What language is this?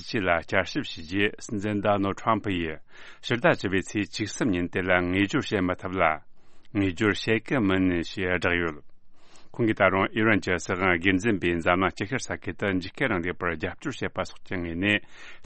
Tibetan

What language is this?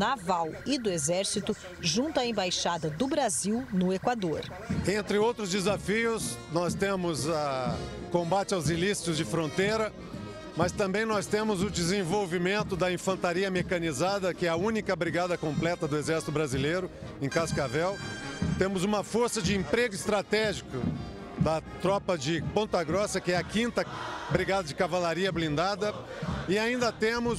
Portuguese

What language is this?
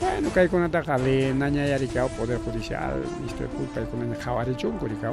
Ayacucho Quechua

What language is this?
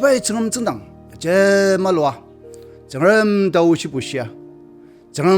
Ao Naga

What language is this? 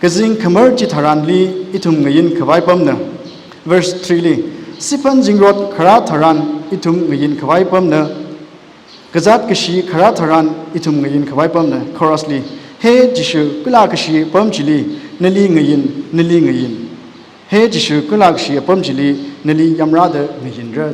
Tangkhul Naga (India)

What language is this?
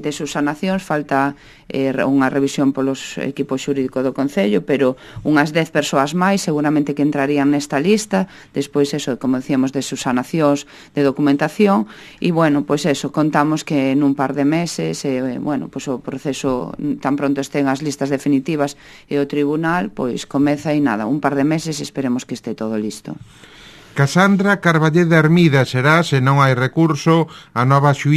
Galician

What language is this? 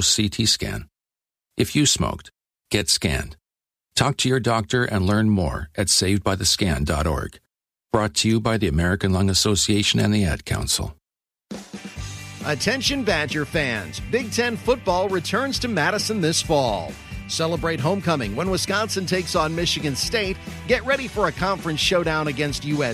English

